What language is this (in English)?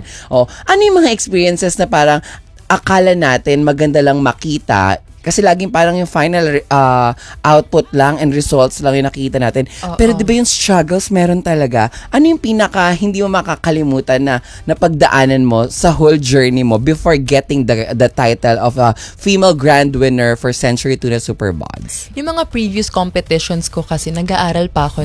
Filipino